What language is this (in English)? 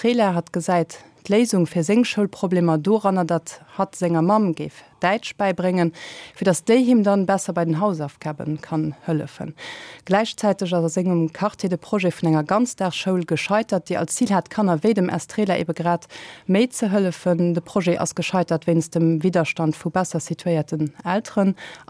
Luxembourgish